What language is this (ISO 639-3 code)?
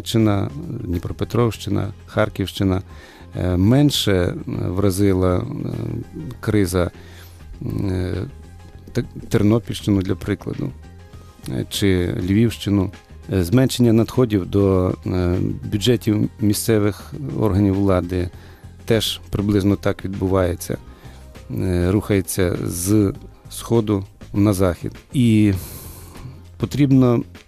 ukr